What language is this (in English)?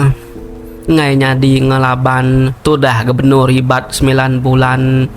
Iban